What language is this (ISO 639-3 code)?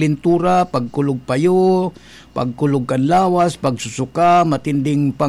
bik